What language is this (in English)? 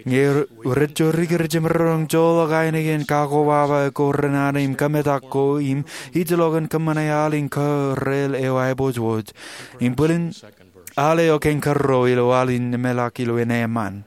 Marshallese